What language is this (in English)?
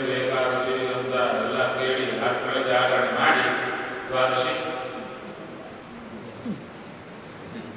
Kannada